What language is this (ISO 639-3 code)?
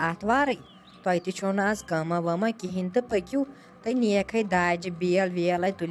kas